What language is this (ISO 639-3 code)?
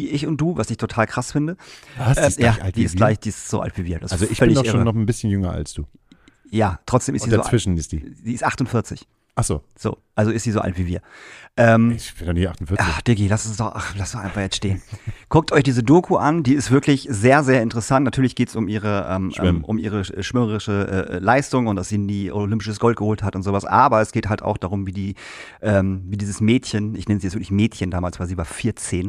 deu